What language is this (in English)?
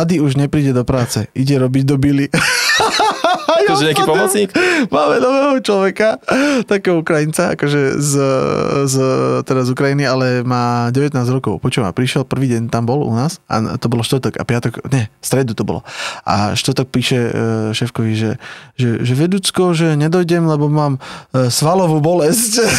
Slovak